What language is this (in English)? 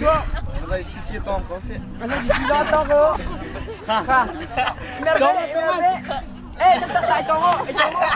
Hakha Chin